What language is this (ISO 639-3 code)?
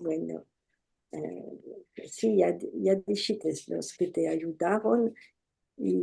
lad